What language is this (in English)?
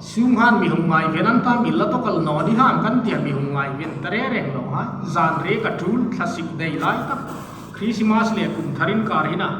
Hmar